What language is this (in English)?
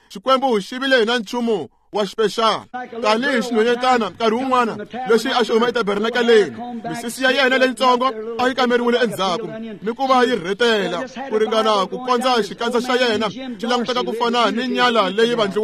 Tsonga